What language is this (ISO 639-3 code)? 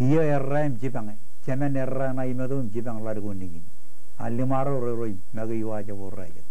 mah